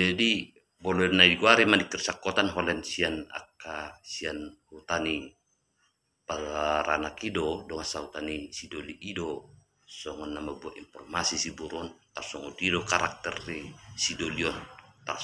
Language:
Batak Toba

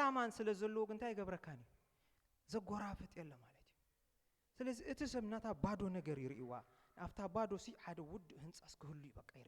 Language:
Tigrinya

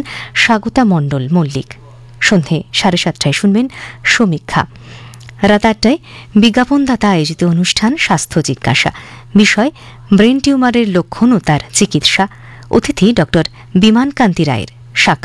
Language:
Bangla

